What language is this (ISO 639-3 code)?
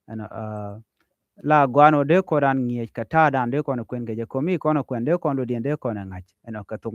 nus